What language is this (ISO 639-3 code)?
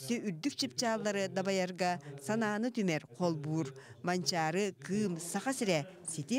sah